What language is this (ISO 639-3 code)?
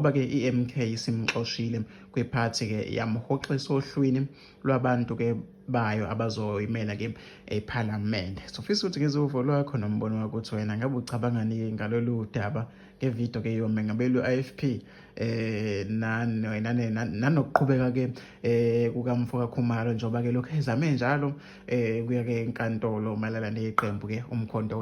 zul